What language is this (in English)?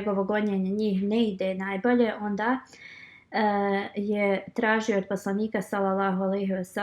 Bosnian